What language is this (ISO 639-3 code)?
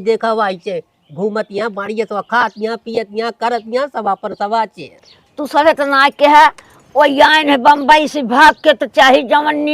awa